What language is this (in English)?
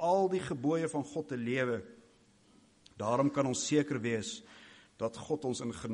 Afrikaans